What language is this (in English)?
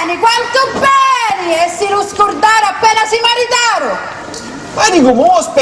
Sicilian